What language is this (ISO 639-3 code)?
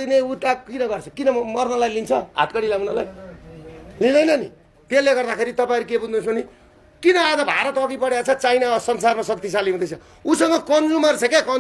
nep